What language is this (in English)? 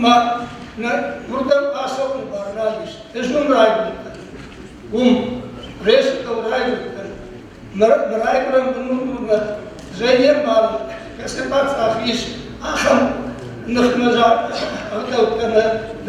Ossetic